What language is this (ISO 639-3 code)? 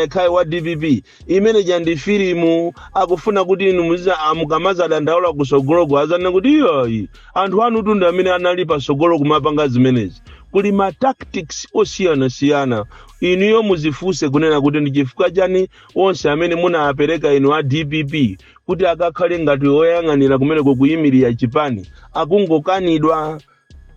nya